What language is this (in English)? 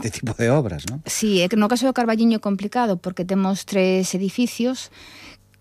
Galician